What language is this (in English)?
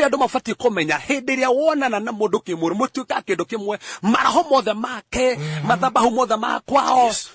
Kikuyu